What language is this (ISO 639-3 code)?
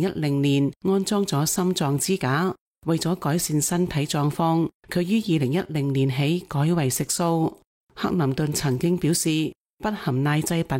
yue